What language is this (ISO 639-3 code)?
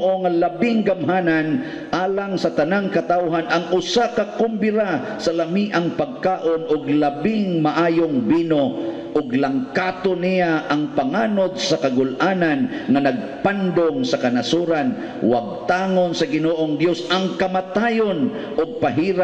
ceb